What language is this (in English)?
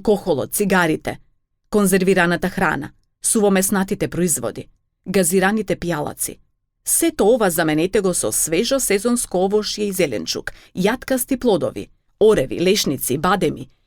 Macedonian